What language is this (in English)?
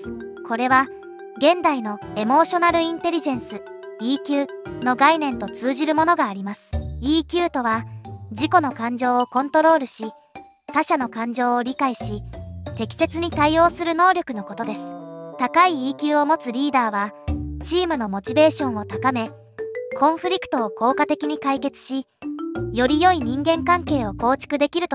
Japanese